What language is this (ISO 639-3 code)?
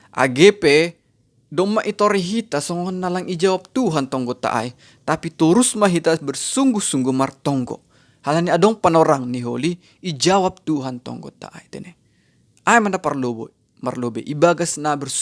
bts